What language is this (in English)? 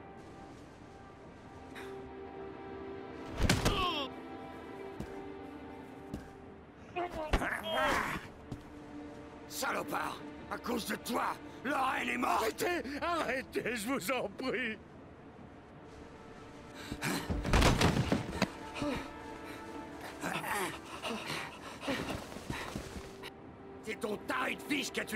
French